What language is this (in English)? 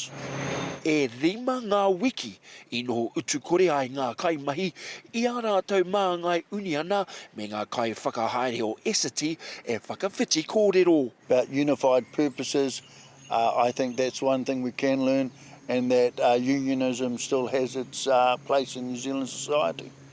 Māori